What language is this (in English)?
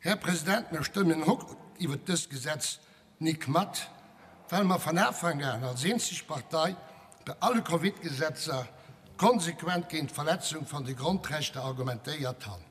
Luxembourgish